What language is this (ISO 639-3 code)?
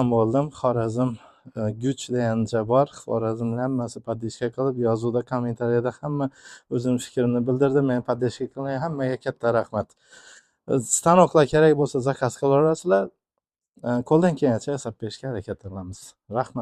uzb